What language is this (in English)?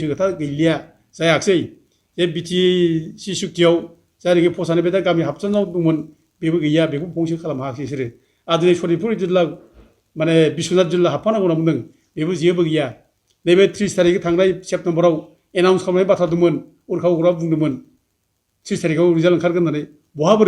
Bodo